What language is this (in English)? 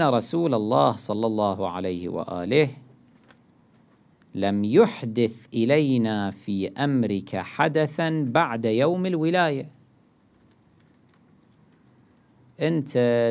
Arabic